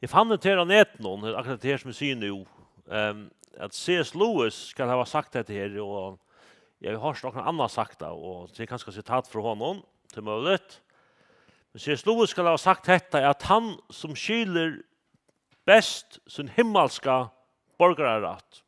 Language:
Faroese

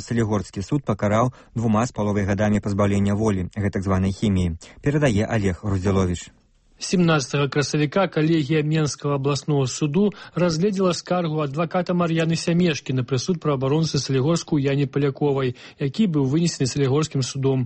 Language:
Belarusian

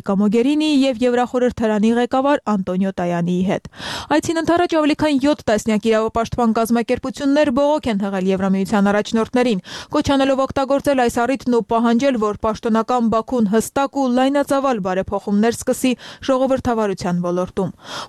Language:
Armenian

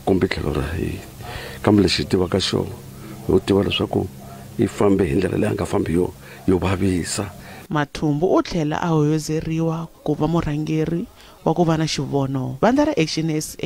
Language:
Tsonga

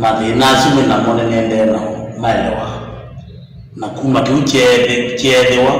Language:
Kamba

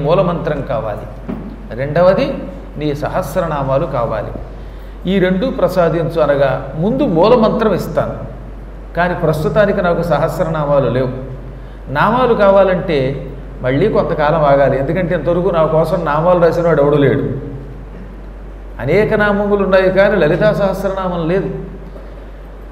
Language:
Telugu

